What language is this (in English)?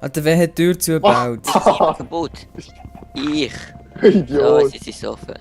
Swiss German